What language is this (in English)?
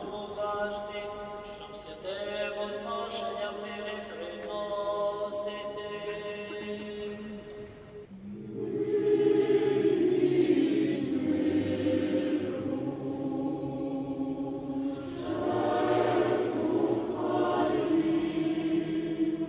Ukrainian